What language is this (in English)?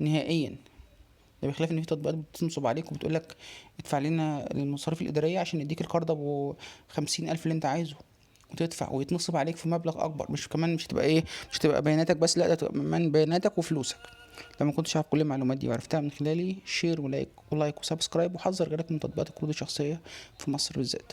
Egyptian Arabic